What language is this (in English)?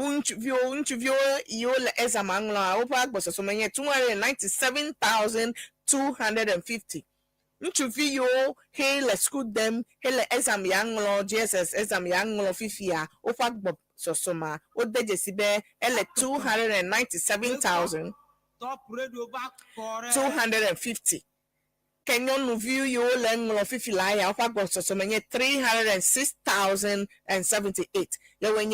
Ewe